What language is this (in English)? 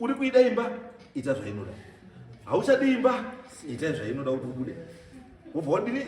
Shona